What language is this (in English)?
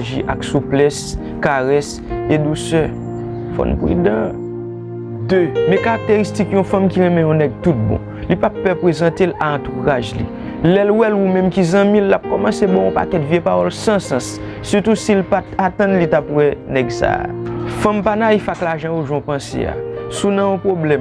Haitian Creole